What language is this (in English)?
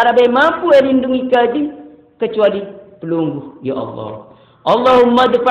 Sasak